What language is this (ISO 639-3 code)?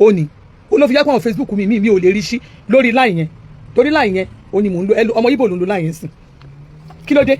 yor